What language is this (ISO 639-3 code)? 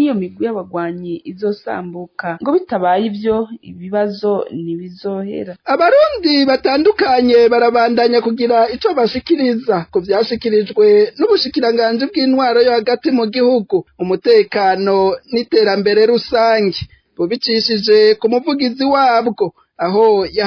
run